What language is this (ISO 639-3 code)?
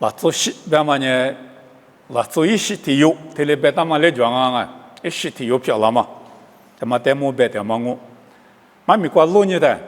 lis